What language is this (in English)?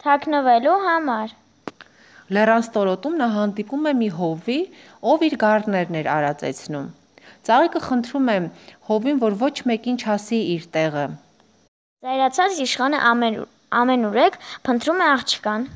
Armenian